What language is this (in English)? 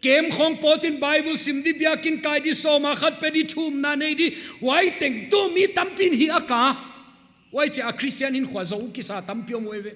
Paite Chin